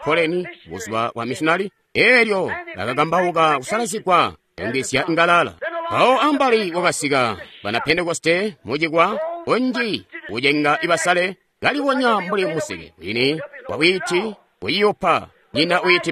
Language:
Tonga (Zambia)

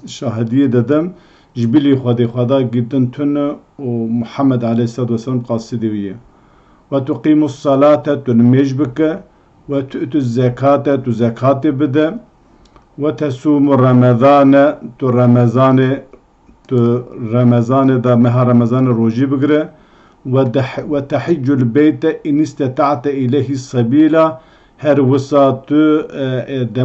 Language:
Kurdish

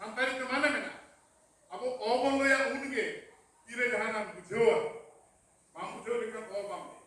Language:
Santali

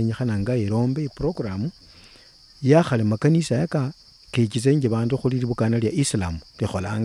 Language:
Luyia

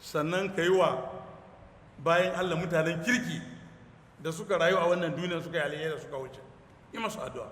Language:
Hausa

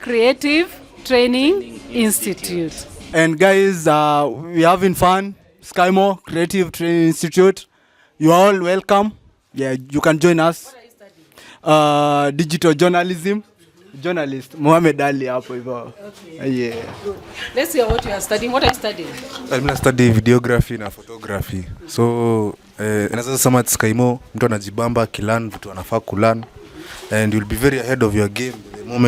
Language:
Kikuyu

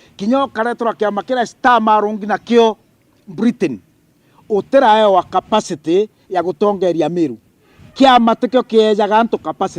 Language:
Meru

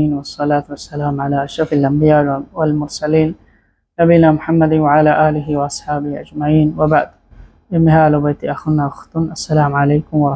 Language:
Divehi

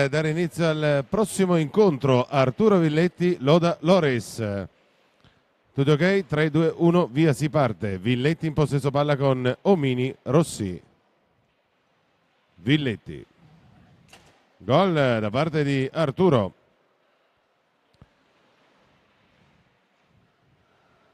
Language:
Italian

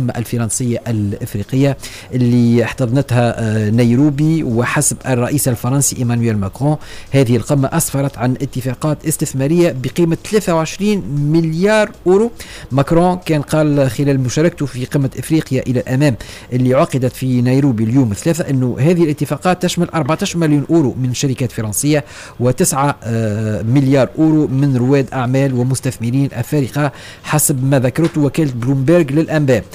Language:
Tunisian Arabic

